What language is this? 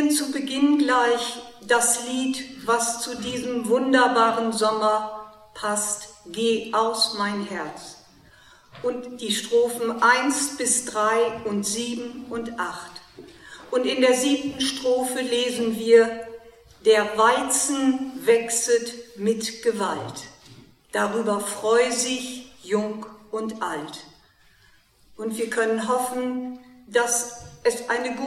German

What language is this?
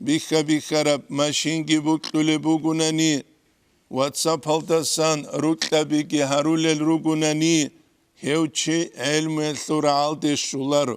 Avaric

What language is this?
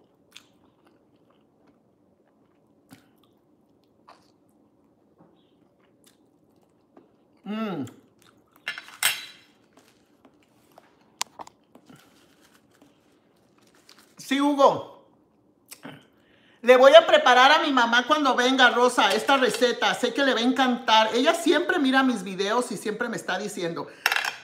Spanish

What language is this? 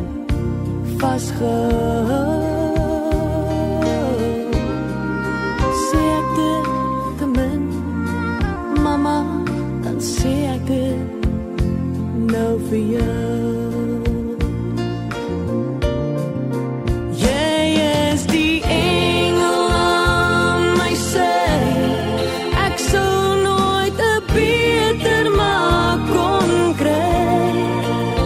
Afrikaans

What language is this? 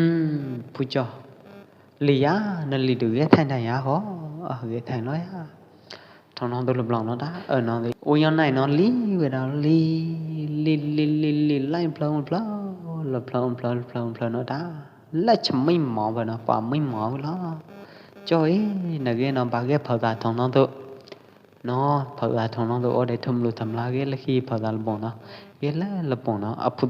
Pwo Eastern Karen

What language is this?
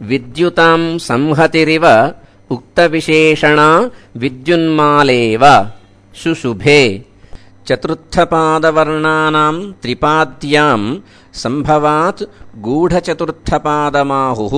Sanskrit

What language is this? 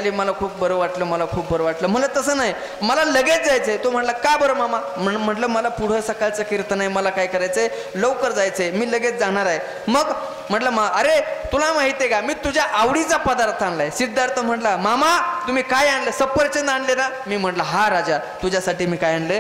Marathi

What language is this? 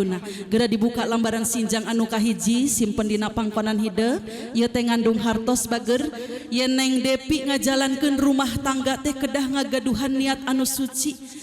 Sundanese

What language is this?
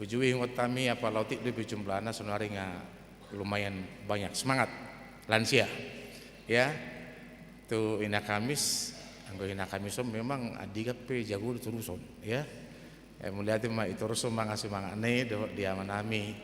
Batak Toba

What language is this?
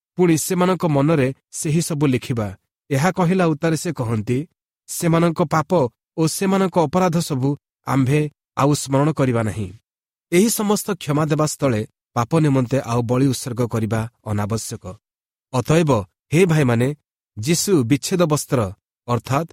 Odia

